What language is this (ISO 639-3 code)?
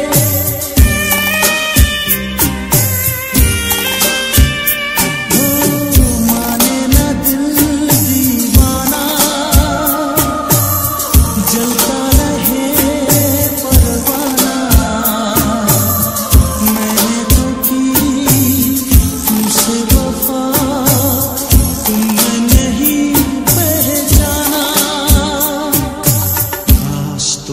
hin